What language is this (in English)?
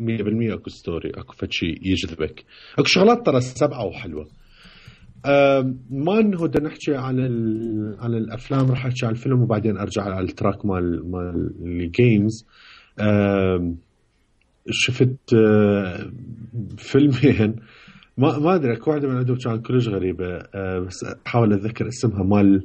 Mesopotamian Arabic